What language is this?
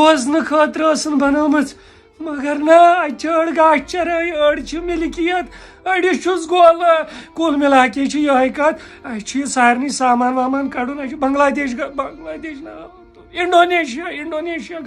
Kashmiri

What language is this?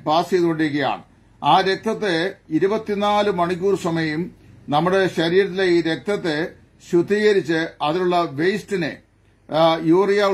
Malayalam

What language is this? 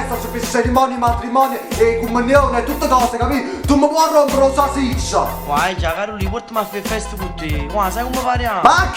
Neapolitan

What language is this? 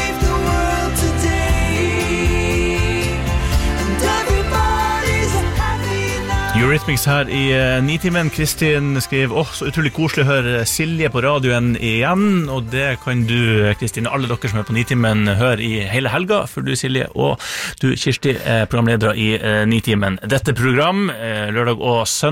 Norwegian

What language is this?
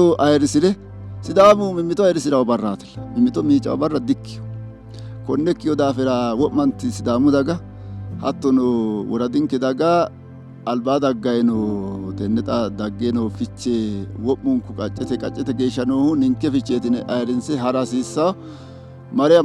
Sidamo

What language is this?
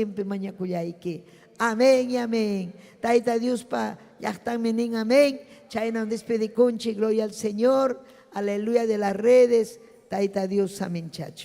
Ayacucho Quechua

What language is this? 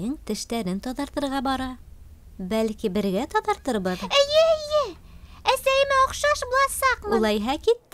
Bashkir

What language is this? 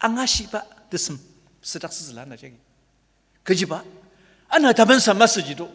Ao Naga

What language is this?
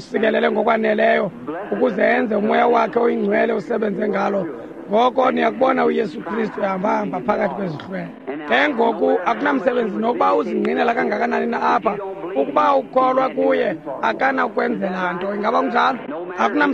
Xhosa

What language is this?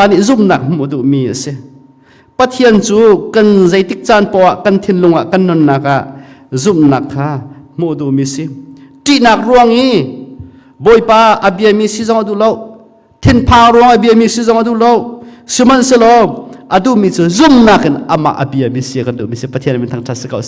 Hakha Chin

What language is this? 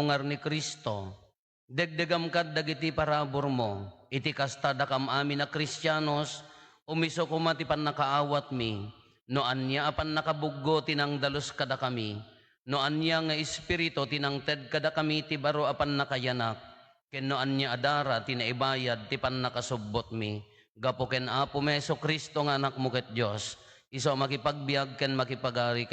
Iloko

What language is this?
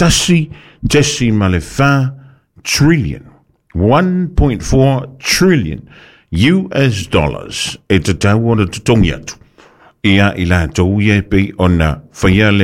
Samoan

